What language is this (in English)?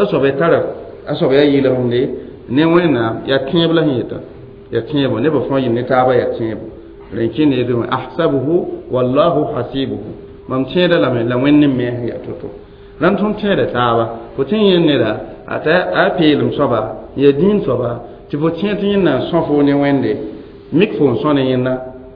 Mossi